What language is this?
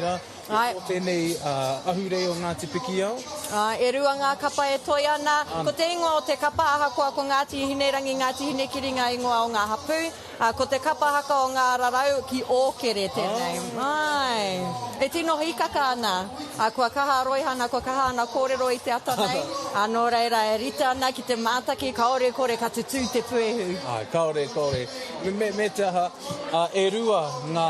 Māori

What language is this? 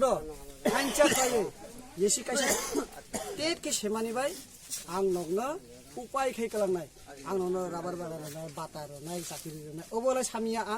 Kok Borok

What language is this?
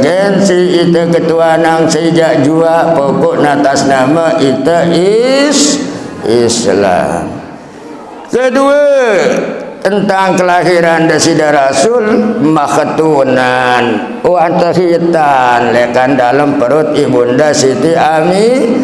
Sasak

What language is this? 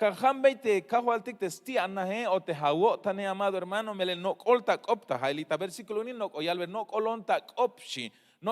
Tzeltal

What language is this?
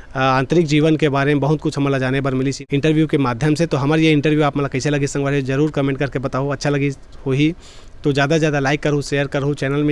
Chhattisgarhi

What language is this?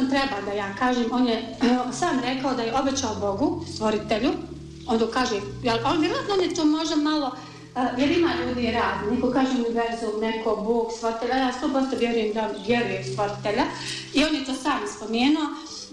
Bosnian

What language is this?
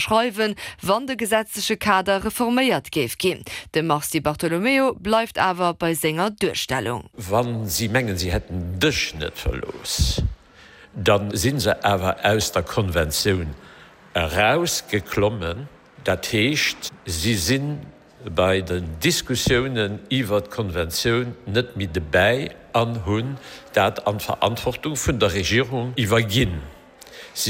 Luxembourgish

